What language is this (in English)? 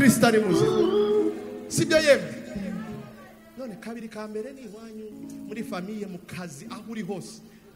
Kinyarwanda